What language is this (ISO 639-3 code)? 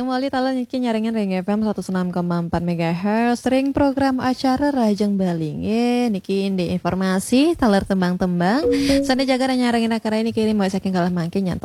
ban